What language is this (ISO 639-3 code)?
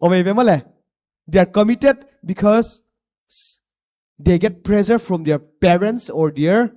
pck